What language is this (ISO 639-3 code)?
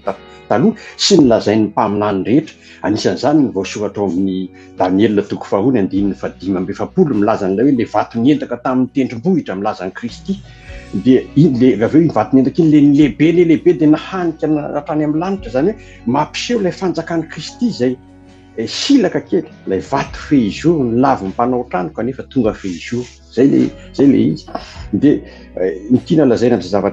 mlg